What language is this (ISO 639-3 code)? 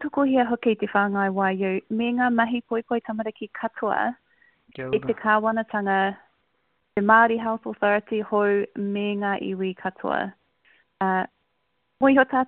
mri